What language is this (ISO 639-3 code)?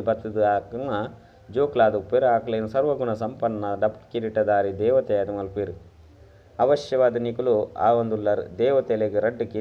tcy